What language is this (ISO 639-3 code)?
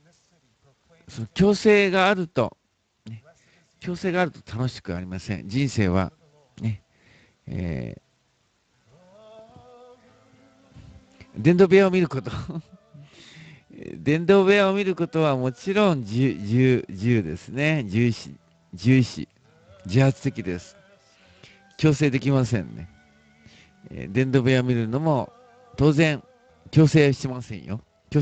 jpn